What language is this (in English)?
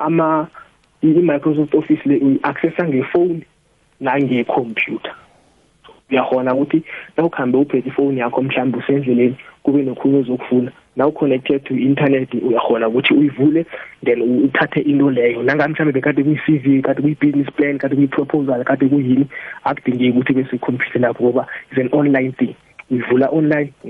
South Ndebele